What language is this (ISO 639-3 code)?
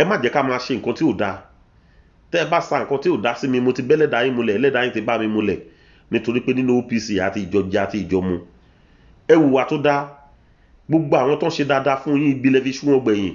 yor